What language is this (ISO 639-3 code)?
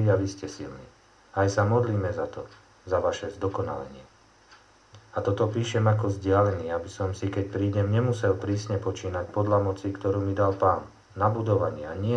slk